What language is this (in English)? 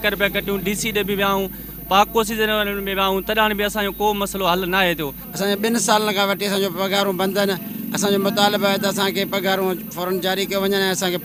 Sindhi